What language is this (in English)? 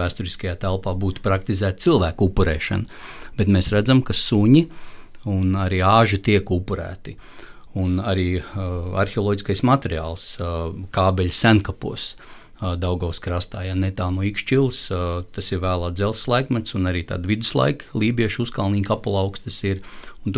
Latvian